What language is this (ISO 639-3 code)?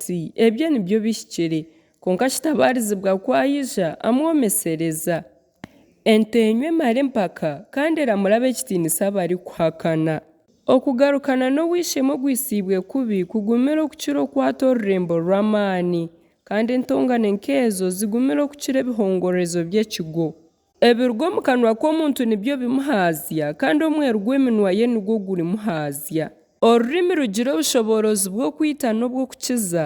nyn